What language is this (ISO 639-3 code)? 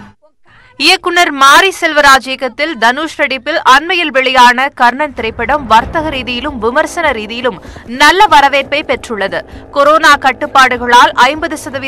tam